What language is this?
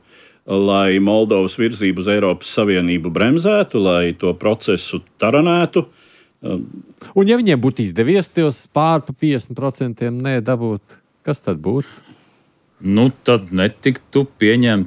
Latvian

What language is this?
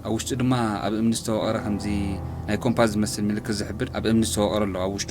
Tigrinya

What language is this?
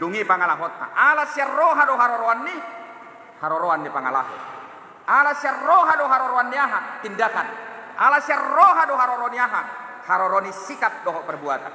Batak Toba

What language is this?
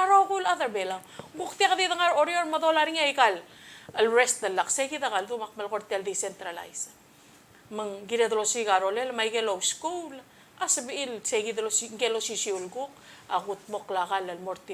Palauan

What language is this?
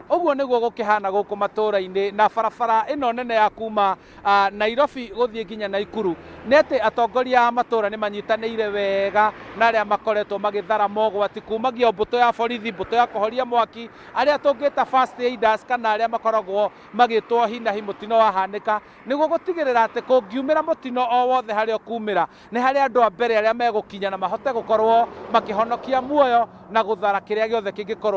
Kikuyu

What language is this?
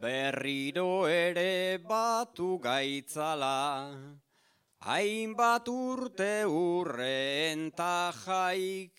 Basque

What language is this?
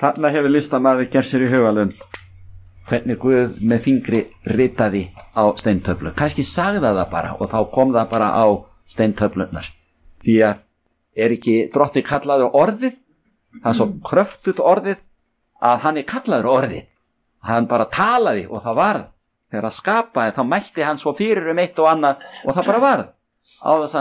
Icelandic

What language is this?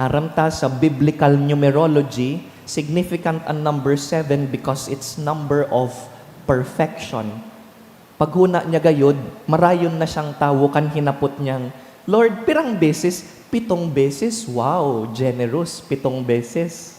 Bikol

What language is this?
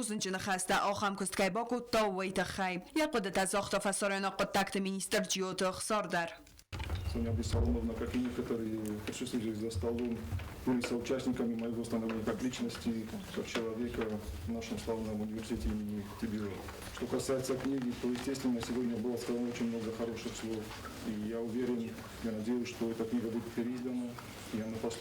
Ossetic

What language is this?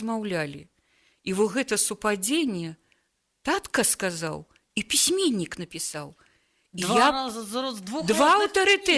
Belarusian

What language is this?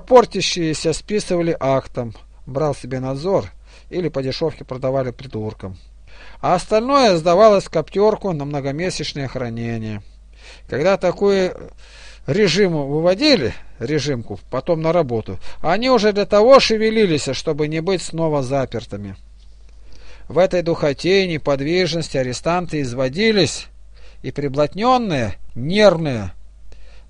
Russian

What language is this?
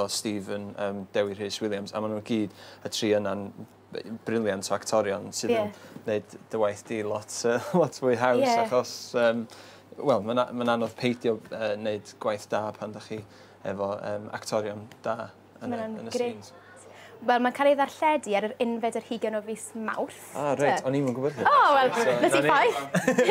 Welsh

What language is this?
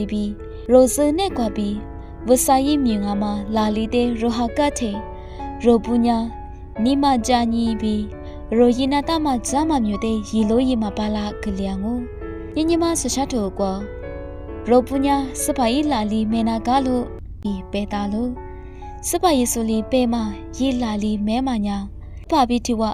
Lisu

